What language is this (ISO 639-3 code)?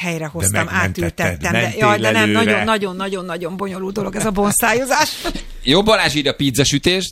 hun